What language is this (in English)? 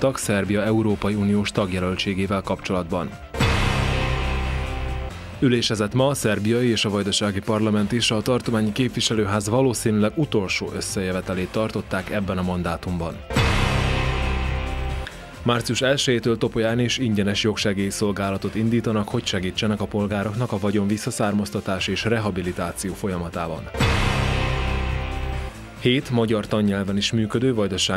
Hungarian